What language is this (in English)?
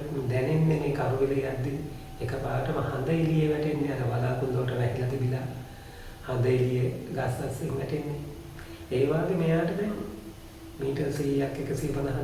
Sinhala